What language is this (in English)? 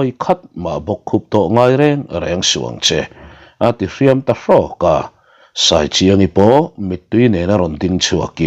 Mizo